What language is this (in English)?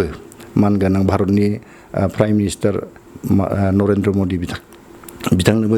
Bodo